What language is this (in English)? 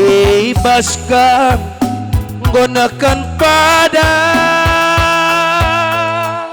Batak Karo